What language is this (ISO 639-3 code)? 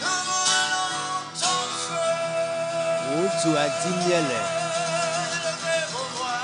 ewe